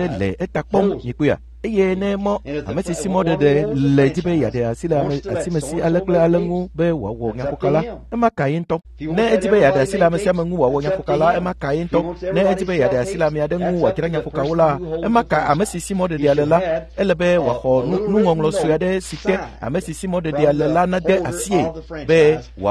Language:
Ewe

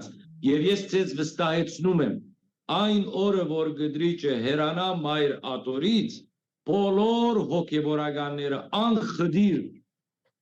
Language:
Western Armenian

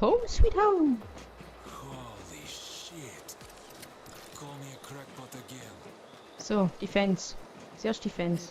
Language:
Swiss German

